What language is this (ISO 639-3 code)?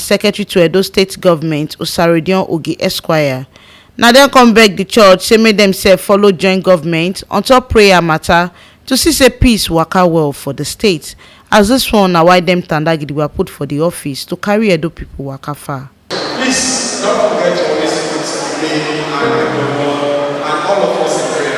pcm